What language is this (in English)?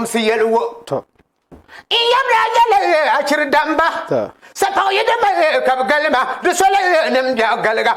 Dagbani